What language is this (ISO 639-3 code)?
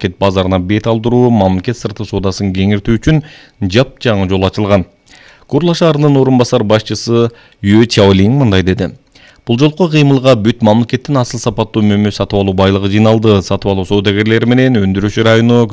kir